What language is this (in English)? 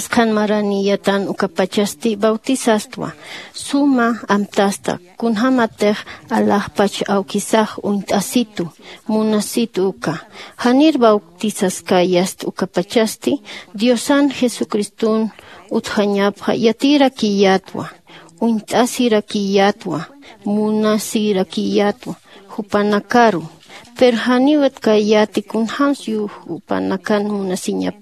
Aymara